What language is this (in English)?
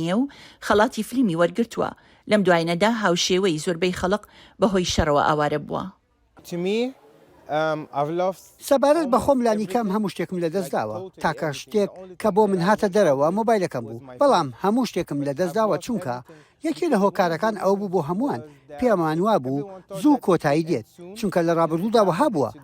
Central Kurdish